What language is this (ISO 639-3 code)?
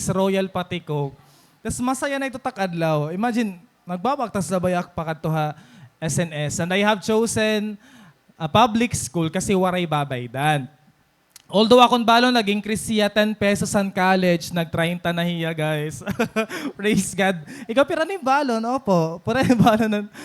war